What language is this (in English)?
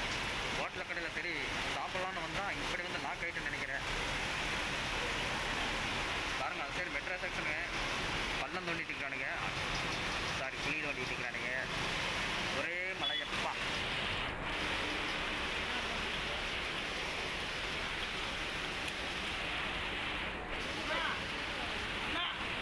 Tamil